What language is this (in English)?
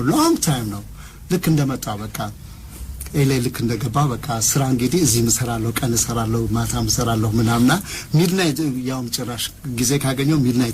Amharic